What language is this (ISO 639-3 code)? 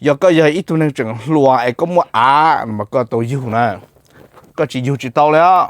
hmn